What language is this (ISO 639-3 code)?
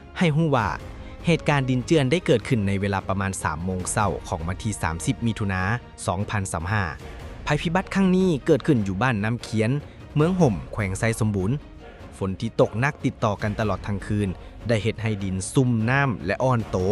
lao